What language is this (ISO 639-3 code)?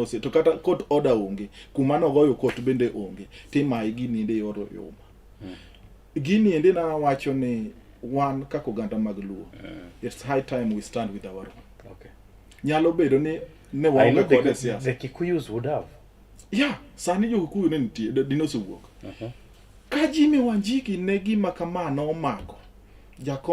luo